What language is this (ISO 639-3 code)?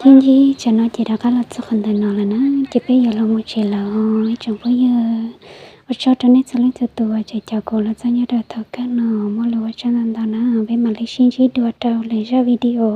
hmn